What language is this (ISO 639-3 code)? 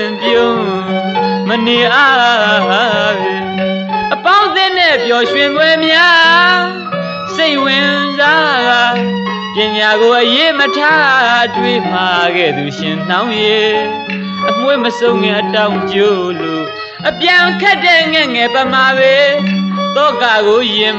mya